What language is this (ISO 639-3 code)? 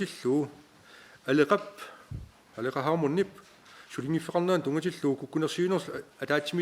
kal